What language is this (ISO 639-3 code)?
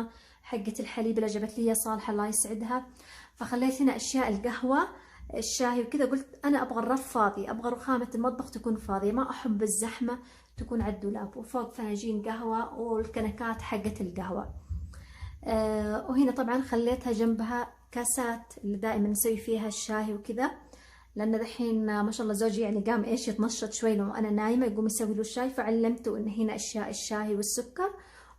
acw